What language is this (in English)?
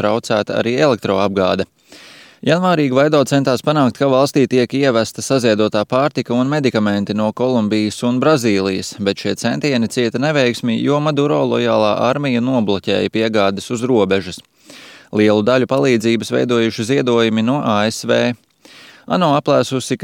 Latvian